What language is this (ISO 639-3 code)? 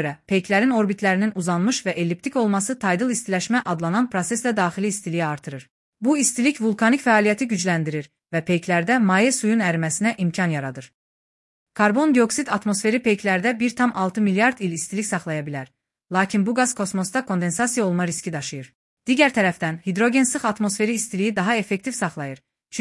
aze